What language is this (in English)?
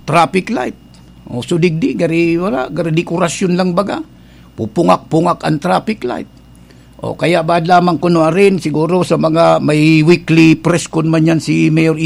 Bikol